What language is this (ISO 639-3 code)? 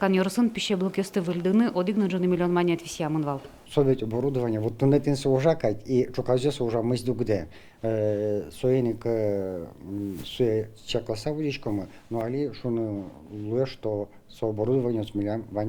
udm